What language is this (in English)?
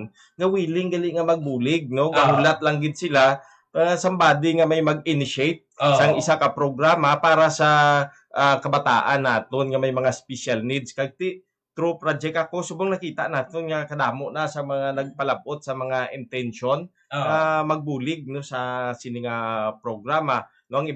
Hiligaynon